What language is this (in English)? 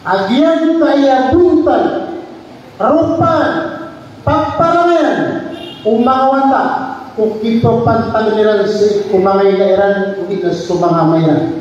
Maranao